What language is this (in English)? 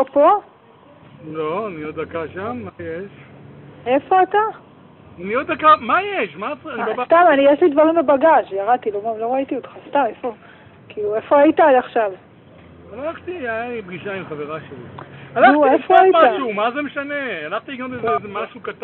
Hebrew